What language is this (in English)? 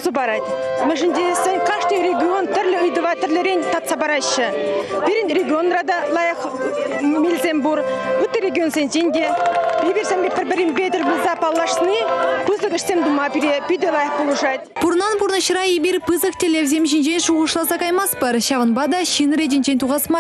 Chuvash